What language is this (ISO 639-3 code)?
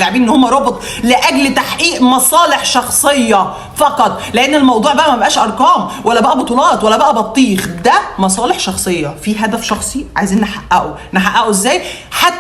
arz